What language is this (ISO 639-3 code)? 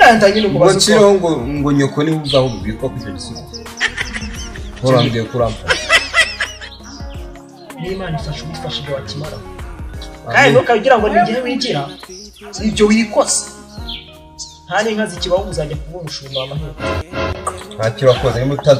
kin